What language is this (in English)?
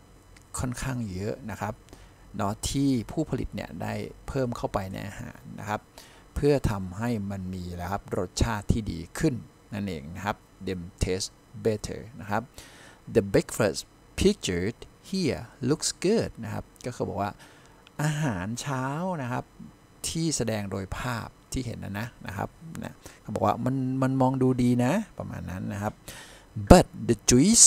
Thai